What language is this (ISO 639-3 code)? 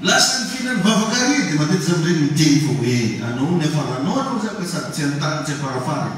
mlg